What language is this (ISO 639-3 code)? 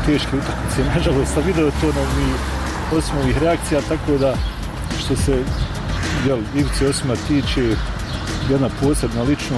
srp